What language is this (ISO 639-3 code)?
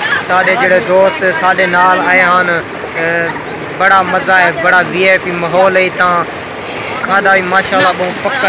skr